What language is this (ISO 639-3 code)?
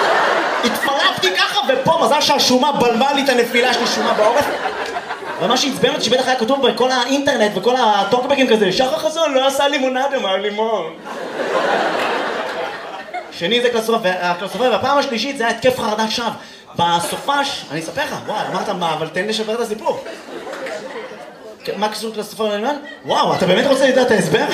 heb